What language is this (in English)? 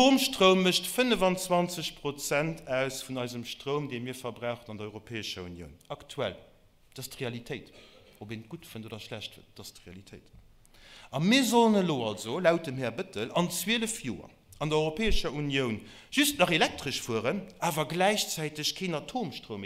Luxembourgish